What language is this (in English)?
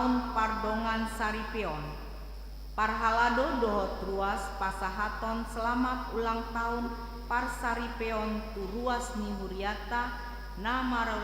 Batak Toba